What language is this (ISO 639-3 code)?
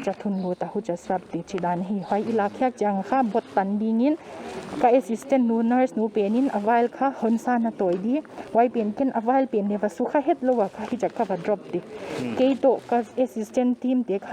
pck